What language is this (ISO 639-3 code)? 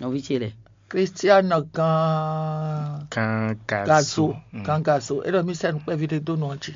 fon